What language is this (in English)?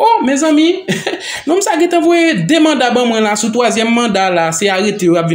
Haitian Creole